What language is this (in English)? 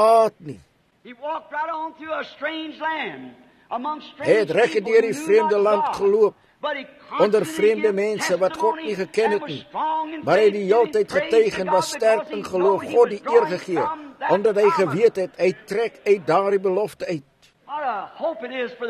Afrikaans